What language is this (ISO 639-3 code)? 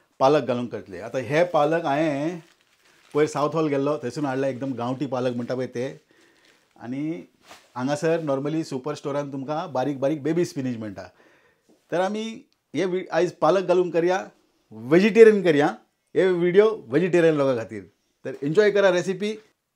kok